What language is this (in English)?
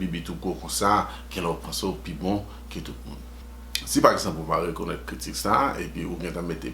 Haitian Creole